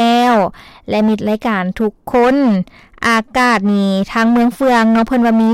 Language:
Lao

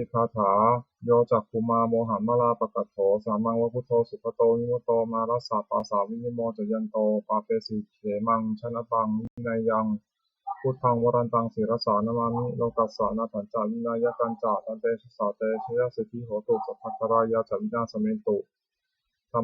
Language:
Pali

